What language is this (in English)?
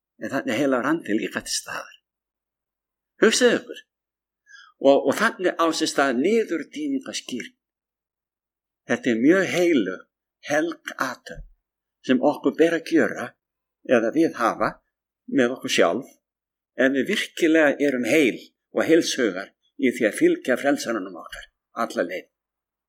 Icelandic